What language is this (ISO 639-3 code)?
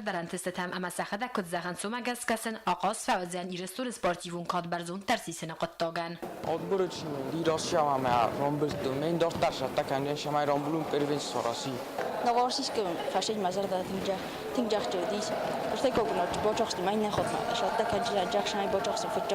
oss